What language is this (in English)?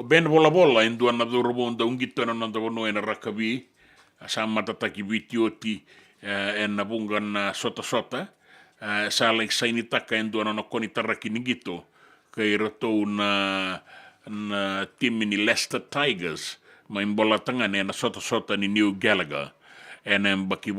Fijian